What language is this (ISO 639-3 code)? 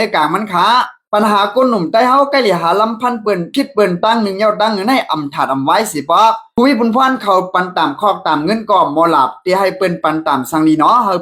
shn